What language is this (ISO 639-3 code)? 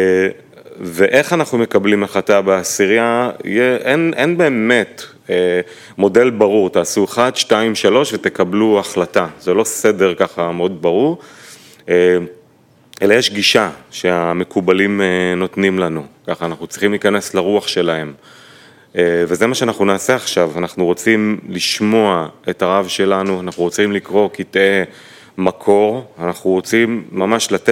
heb